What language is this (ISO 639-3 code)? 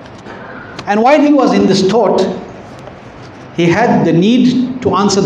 eng